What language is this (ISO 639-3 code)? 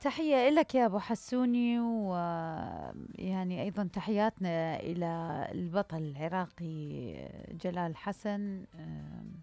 acm